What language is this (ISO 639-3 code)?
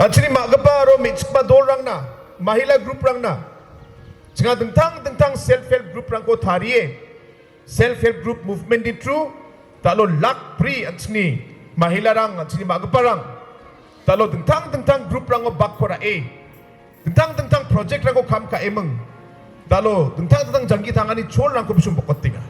grt